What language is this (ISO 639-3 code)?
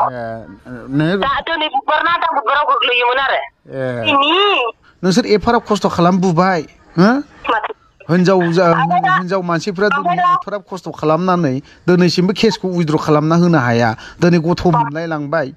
brx